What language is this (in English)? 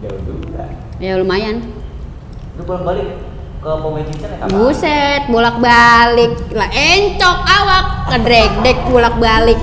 Betawi